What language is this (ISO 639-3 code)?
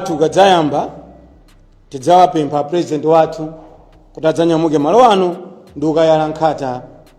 nya